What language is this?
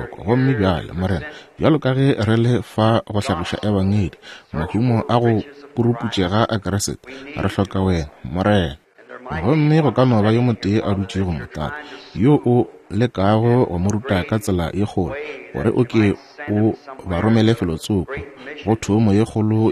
Northern Sotho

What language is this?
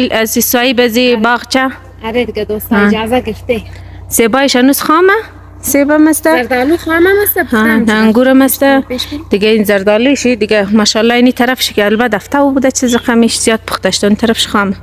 Persian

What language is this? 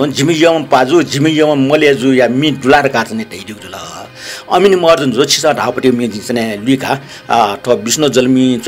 Newari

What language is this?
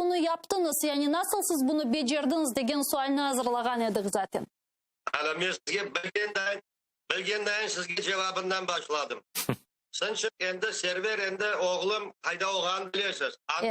Crimean Tatar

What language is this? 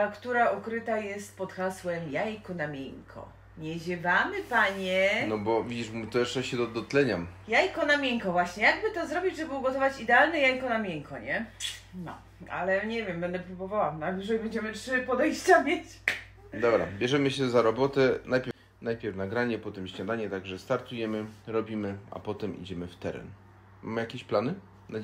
Polish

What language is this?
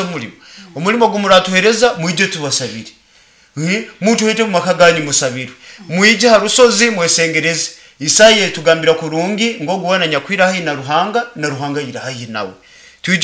Nyoro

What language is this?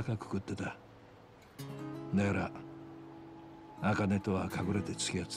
Japanese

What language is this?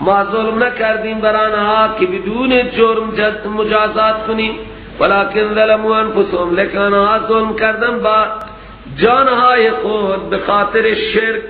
Persian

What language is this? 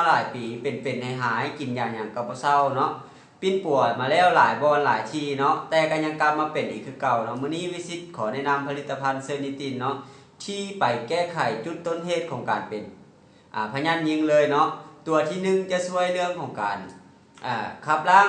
Lao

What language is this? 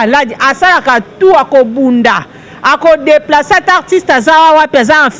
Lingala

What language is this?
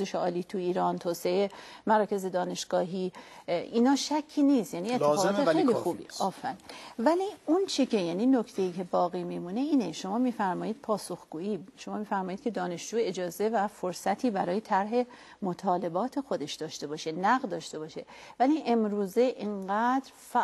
Persian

